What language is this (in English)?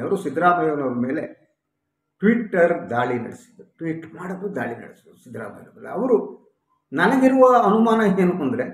Kannada